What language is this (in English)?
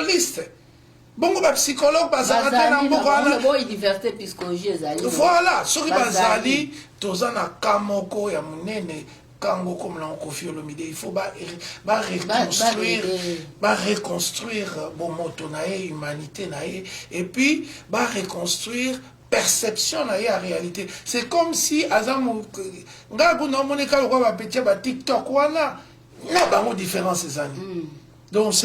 Lingala